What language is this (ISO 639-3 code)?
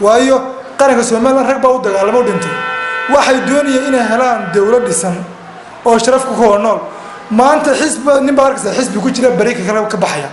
som